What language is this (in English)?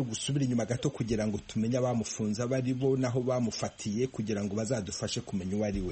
Kinyarwanda